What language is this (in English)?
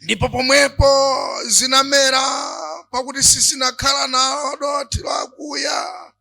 Nyanja